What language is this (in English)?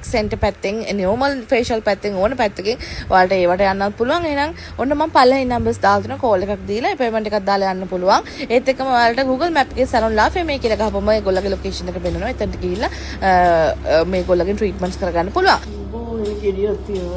Sinhala